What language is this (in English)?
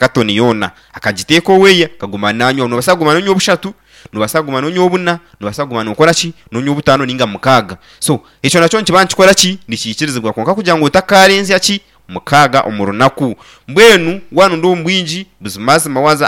Nyankole